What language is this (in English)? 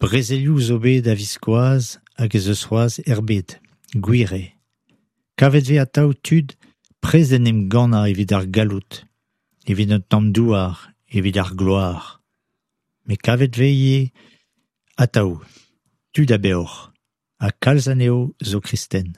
Breton